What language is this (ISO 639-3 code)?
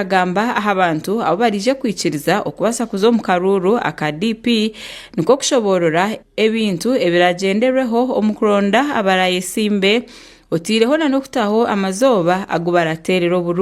nyn